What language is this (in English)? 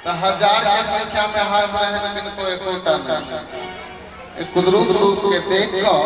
Maithili